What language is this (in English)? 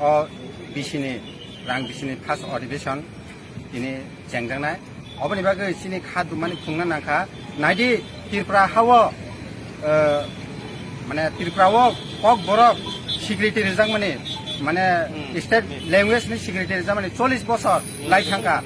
Kok Borok